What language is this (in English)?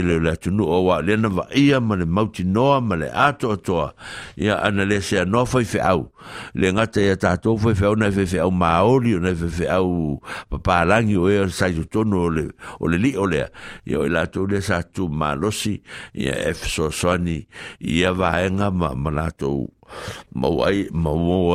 Samoan